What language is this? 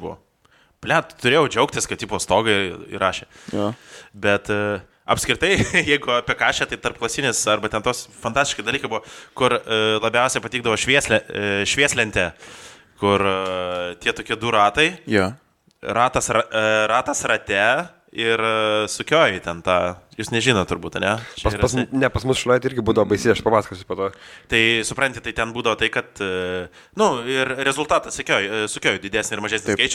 Lithuanian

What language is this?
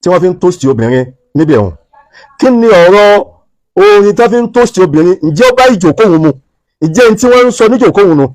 Yoruba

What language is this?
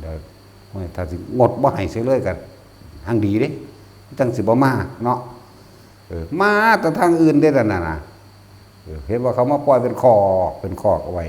Northeastern Thai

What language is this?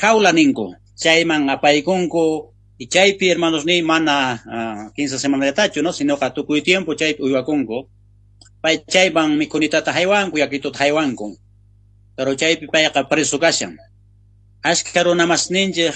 South Bolivian Quechua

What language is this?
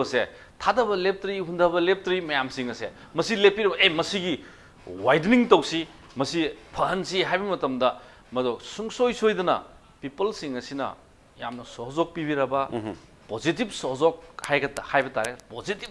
Manipuri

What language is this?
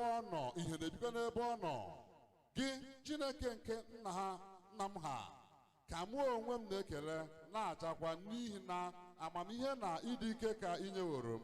Igbo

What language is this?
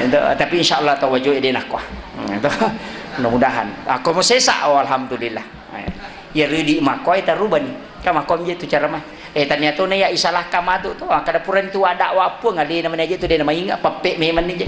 Buginese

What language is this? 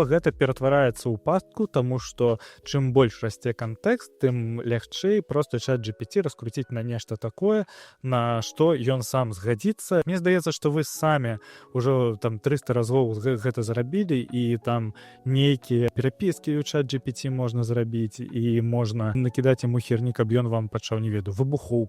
Belarusian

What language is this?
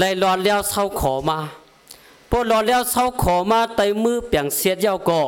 Shan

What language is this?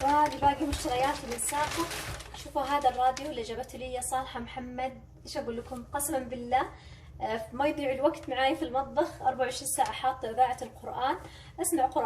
Hijazi Arabic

